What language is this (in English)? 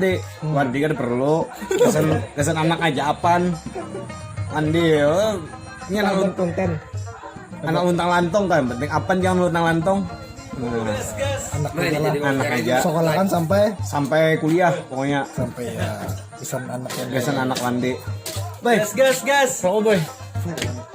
Banjar